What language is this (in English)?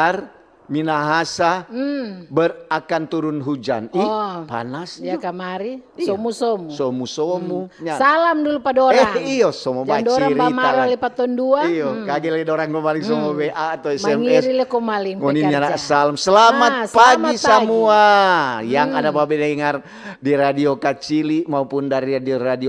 Manado Malay